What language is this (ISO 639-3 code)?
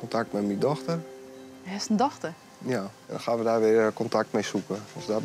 fry